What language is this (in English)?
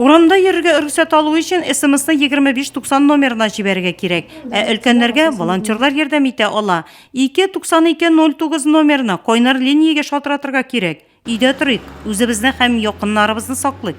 Tatar